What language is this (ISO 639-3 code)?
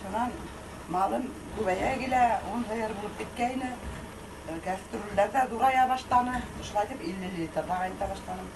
bak